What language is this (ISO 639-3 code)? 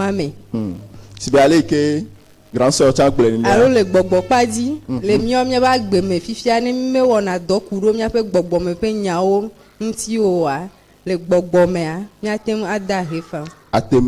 ewe